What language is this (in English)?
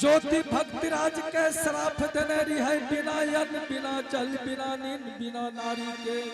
Angika